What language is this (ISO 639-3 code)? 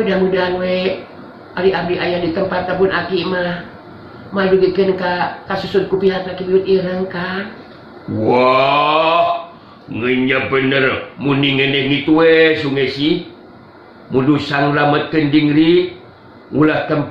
sun